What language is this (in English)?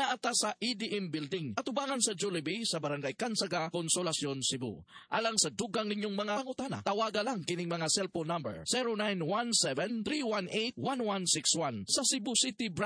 Cebuano